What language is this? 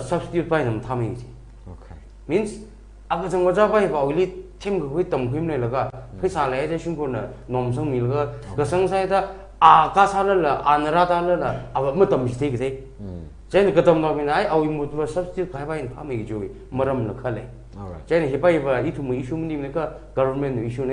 Tangkhul Naga (India)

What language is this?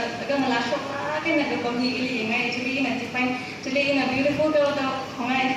Tangkhul Naga (India)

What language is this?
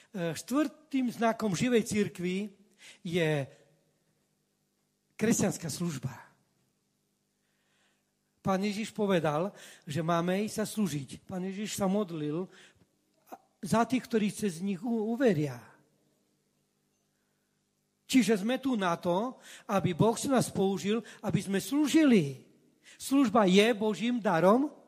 Slovak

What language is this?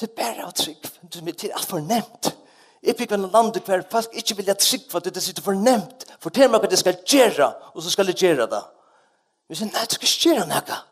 Faroese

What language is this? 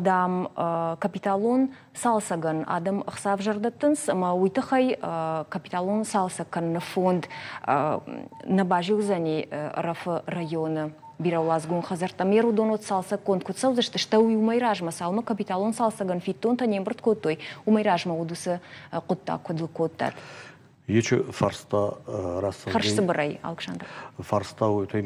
Ossetic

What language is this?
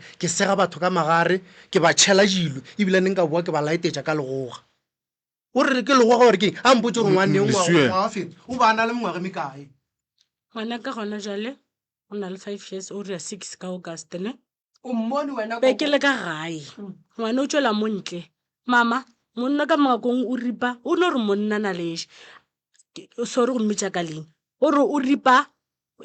Northern Sotho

